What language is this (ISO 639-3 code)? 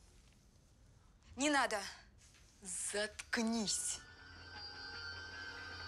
rus